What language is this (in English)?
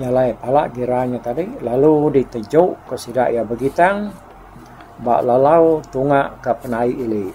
Iban